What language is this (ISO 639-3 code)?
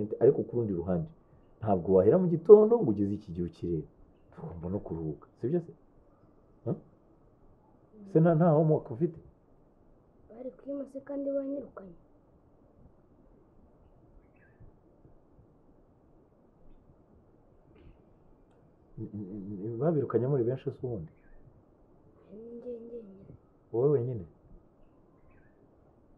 kin